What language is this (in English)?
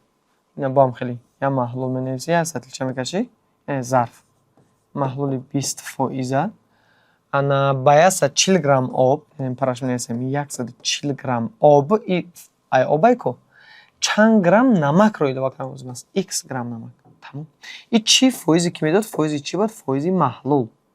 Tajik